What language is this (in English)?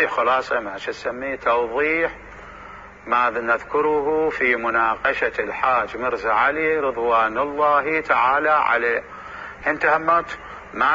Mesopotamian Arabic